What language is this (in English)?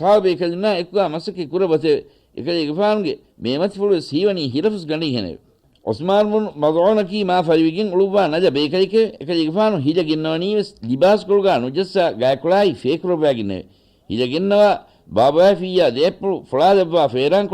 Divehi